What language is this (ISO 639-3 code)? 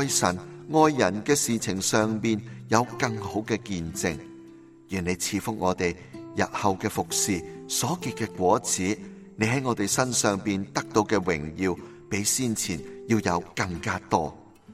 yue